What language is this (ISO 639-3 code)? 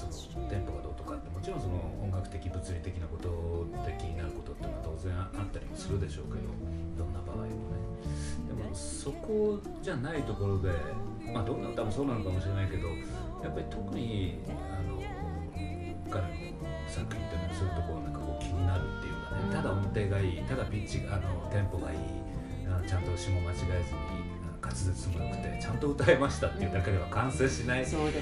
jpn